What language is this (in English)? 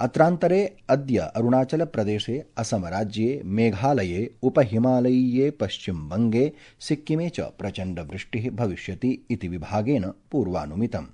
Sanskrit